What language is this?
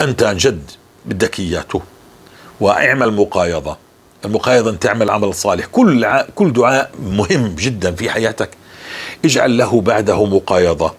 North Levantine Arabic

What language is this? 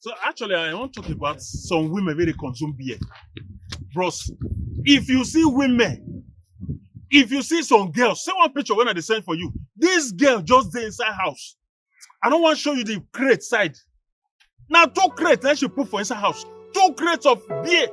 Nigerian Pidgin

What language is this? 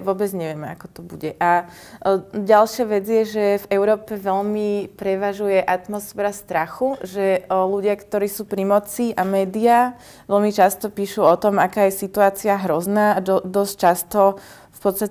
Slovak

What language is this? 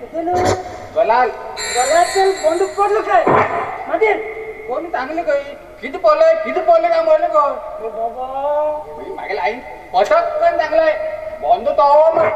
Konkani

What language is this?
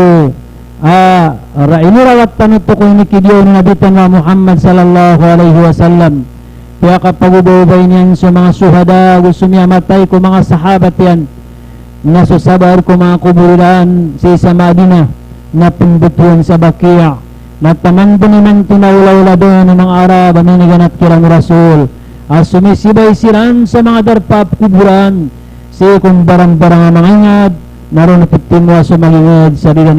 Maranao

